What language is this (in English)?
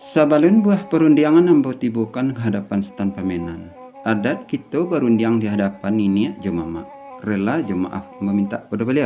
Minangkabau